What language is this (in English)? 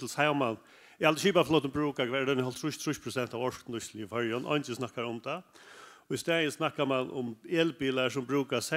Faroese